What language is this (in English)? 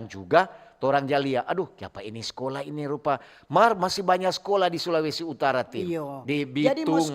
Manado Malay